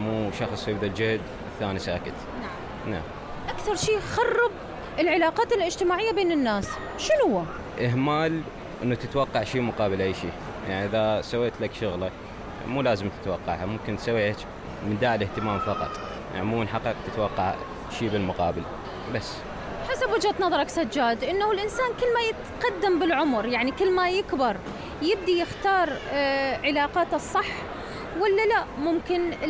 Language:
Mesopotamian Arabic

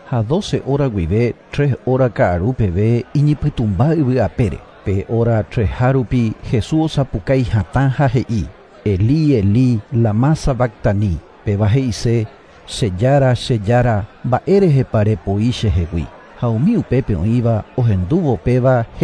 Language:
Guarani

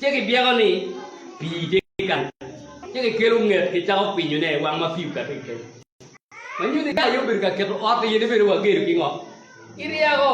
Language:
Acoli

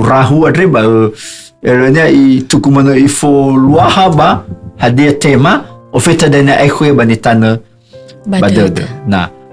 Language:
Nias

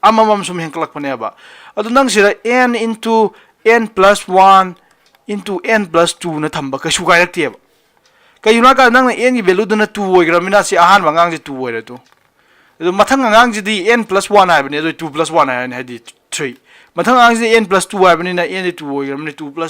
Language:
Manipuri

